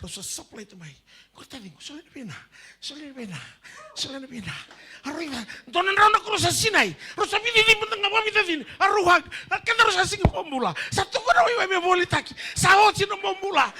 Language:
Fijian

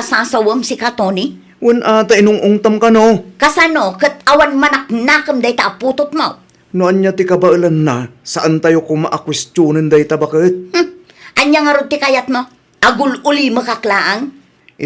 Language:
Iloko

